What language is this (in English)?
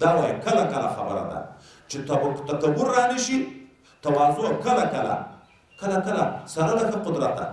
Pashto